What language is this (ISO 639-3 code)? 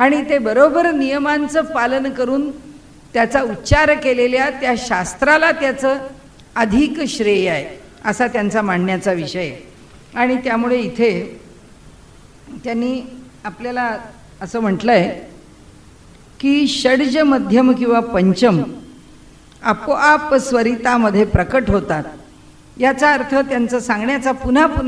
mar